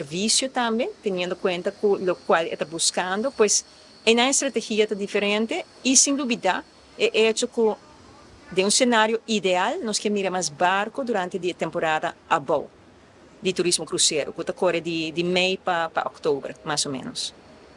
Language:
Papiamento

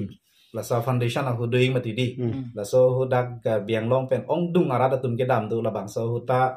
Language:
Karbi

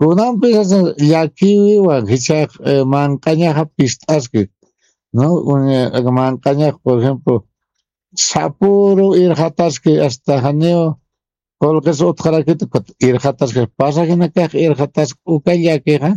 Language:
Aymara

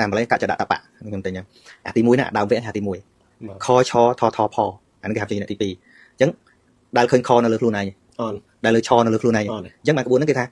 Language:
Khmer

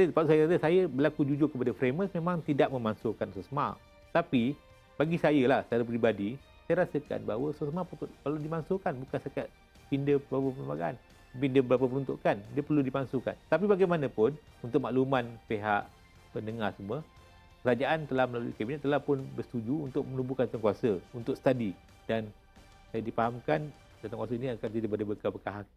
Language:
Malay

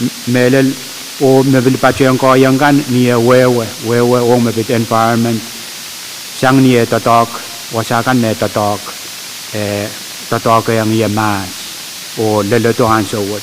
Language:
Pohnpeian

